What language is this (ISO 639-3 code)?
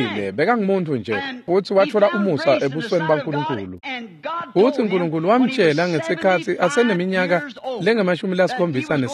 ssw